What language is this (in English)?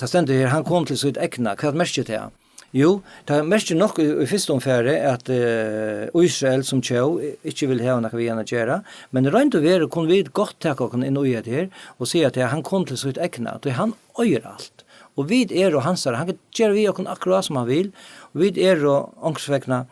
Faroese